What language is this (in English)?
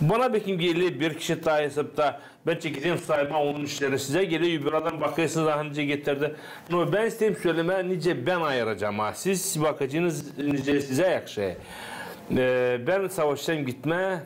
Gagauz